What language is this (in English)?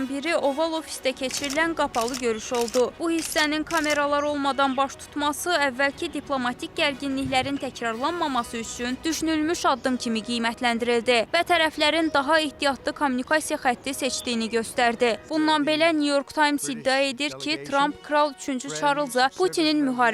Azerbaijani